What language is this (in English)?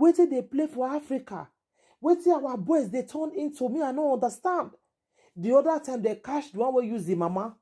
Nigerian Pidgin